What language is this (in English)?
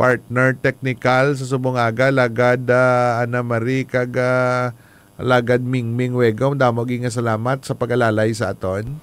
Hiligaynon